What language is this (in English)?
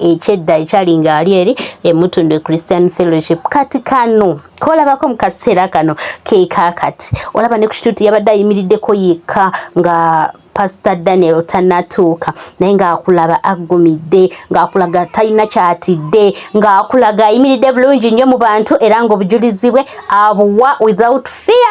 Ganda